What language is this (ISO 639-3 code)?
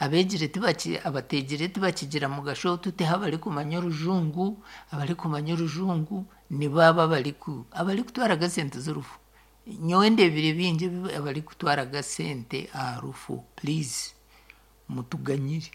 nyn